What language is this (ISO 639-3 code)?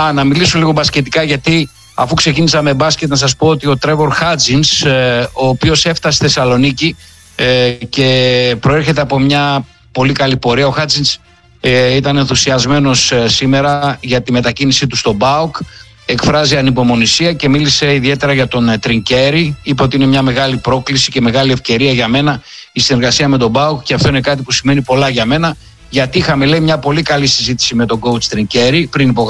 ell